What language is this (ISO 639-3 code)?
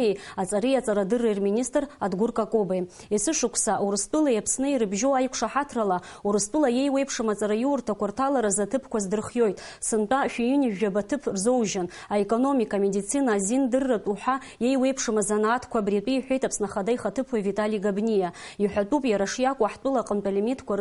abk